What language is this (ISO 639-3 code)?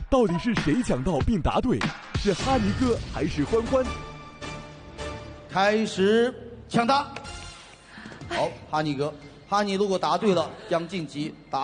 zho